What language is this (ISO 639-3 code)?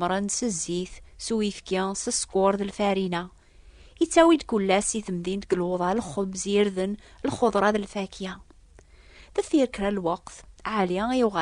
kab